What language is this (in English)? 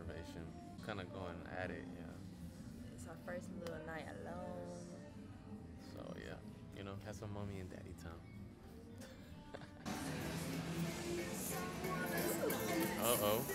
English